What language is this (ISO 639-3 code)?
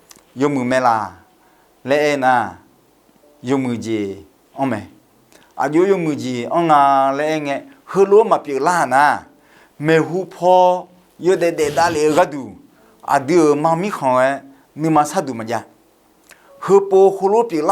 ahk